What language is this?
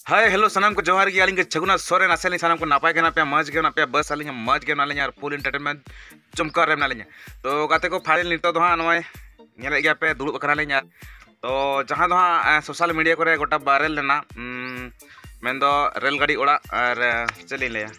Santali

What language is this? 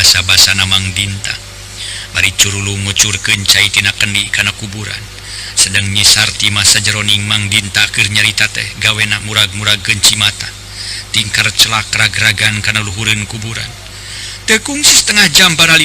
Sundanese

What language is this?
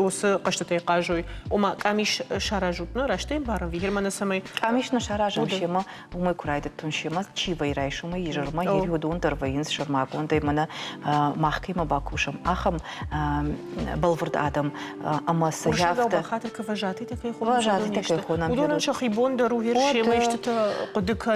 Ossetic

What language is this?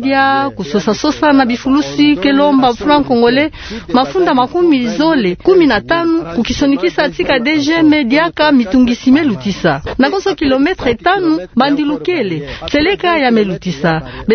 Kituba (Democratic Republic of Congo)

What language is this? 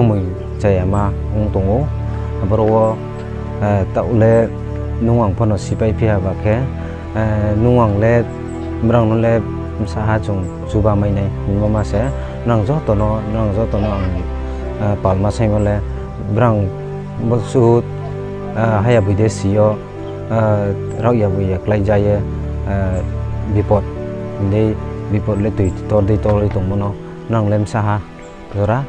Riang (India)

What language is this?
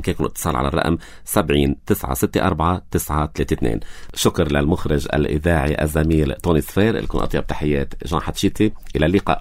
North Levantine Arabic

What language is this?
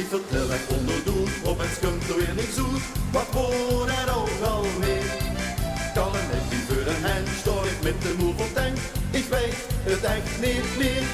Limburgish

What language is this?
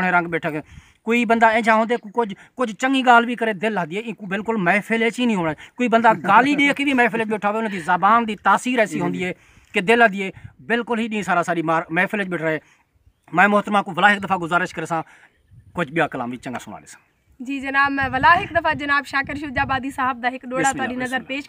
Saraiki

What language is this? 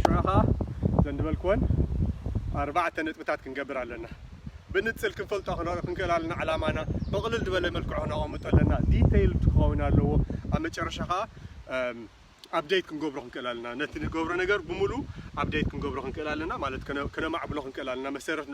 Tigrinya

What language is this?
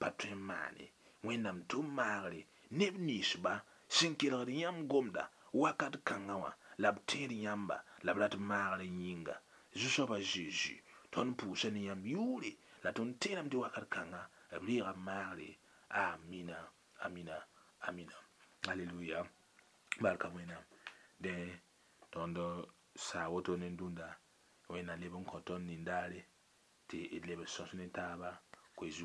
Mossi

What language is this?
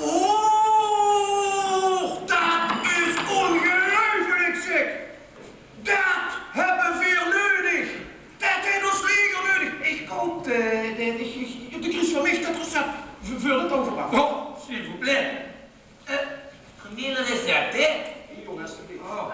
Limburgish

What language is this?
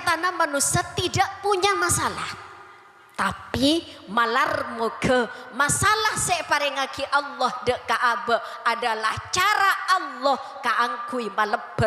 Madurese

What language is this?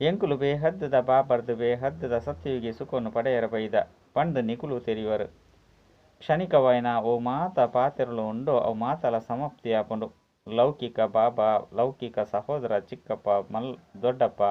Tulu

